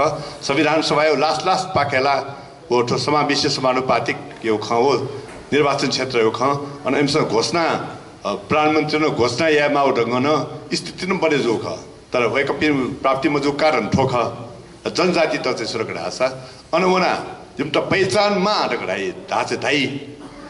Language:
Newari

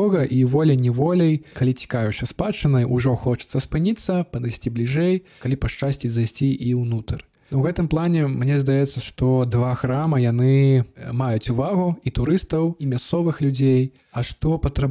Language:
Belarusian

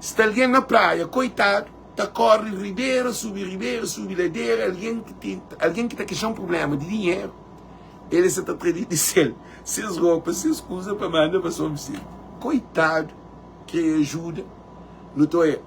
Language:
Kabuverdianu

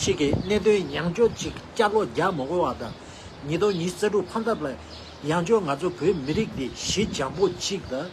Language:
Tibetan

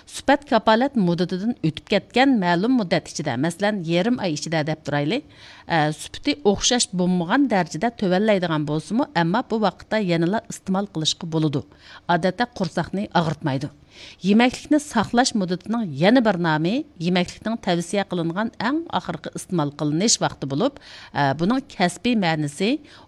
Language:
Uyghur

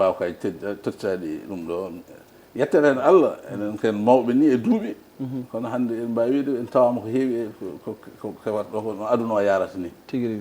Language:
Fula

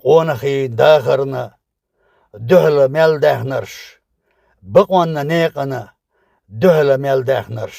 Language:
Chechen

